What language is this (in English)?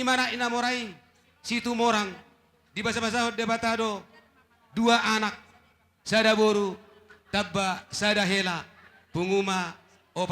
Batak Toba